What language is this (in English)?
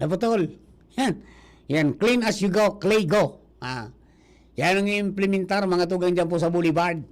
Bikol